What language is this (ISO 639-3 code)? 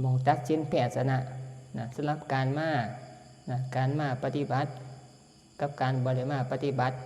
tts